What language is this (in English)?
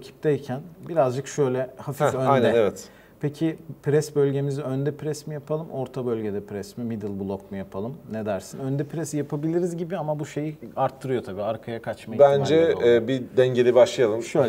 Turkish